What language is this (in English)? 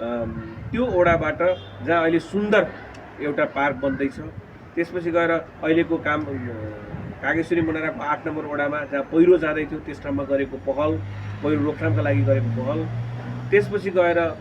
Nepali